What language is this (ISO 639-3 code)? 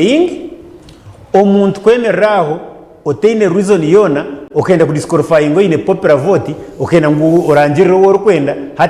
nyn